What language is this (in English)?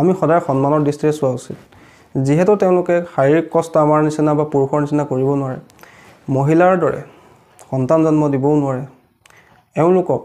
Assamese